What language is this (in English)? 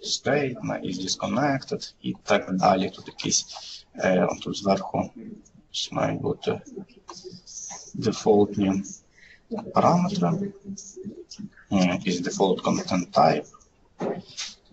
Ukrainian